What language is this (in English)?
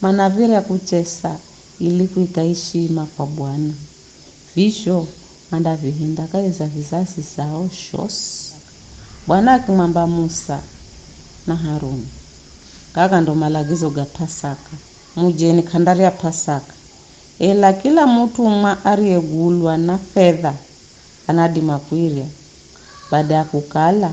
Giryama